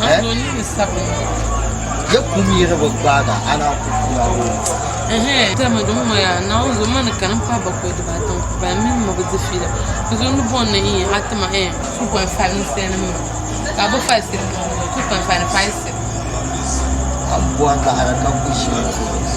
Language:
Dagbani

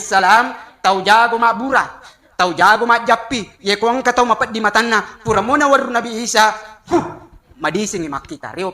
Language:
Buginese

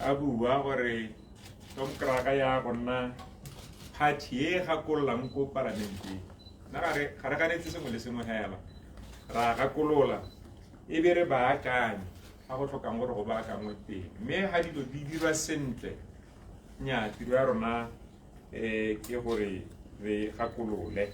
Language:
Tswana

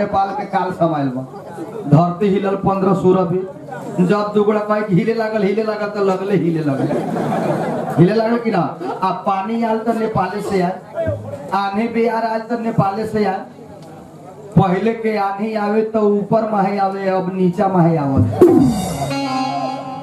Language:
Bhojpuri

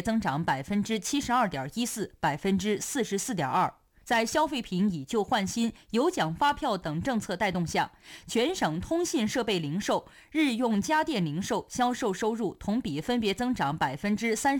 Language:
Chinese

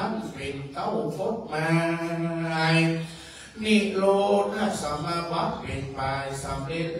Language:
Thai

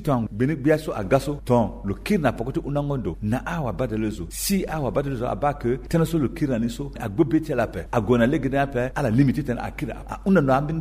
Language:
Sango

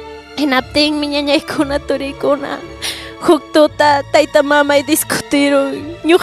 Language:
Ayacucho Quechua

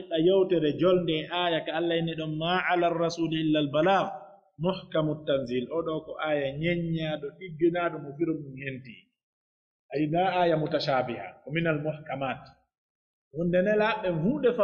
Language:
Pular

